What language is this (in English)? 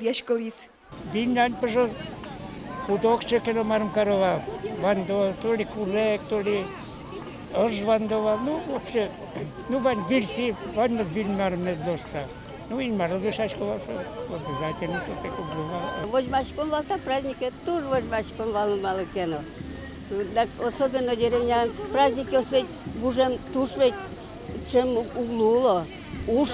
Udmurt